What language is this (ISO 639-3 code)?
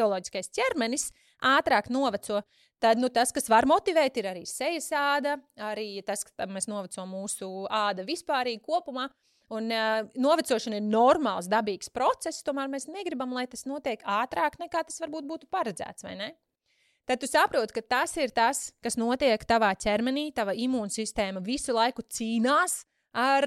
lav